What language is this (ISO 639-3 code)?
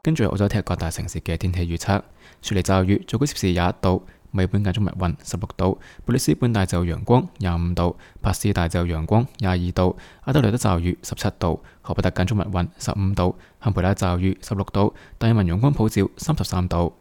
yue